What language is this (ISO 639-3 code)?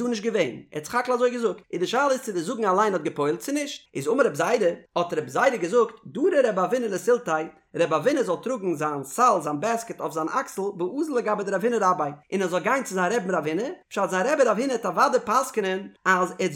yid